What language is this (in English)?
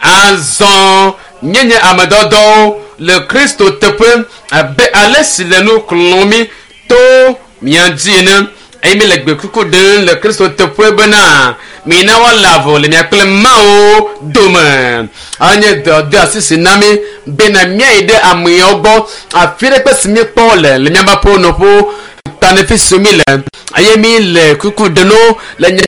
Ewe